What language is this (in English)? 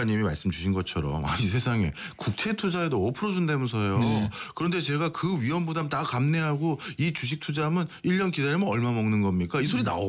Korean